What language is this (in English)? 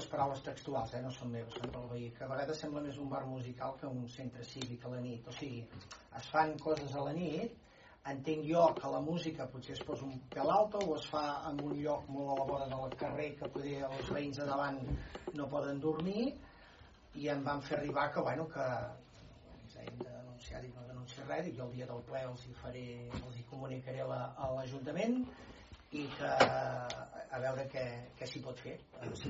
Catalan